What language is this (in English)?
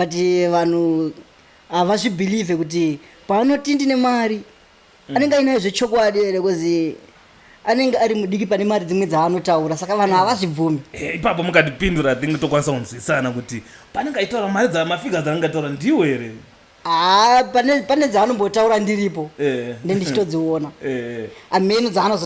Shona